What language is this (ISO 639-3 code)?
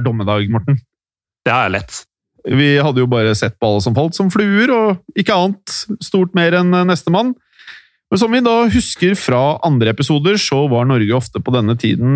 nor